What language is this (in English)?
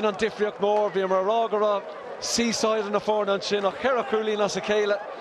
Irish